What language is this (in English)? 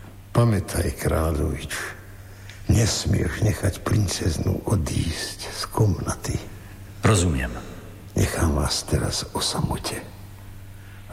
Slovak